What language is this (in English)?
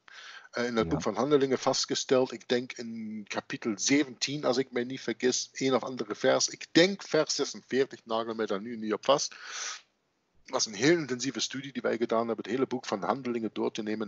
Dutch